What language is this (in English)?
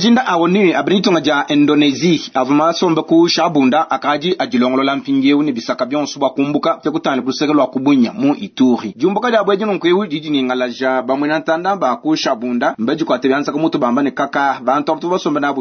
Luba-Lulua